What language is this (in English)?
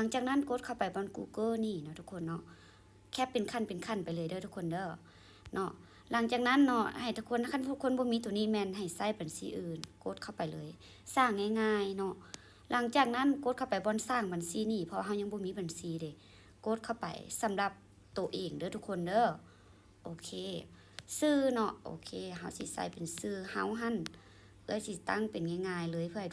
Lao